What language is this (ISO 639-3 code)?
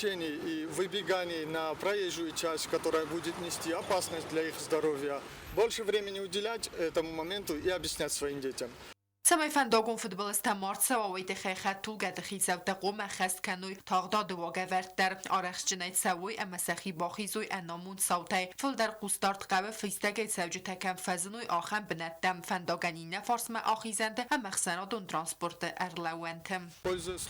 oss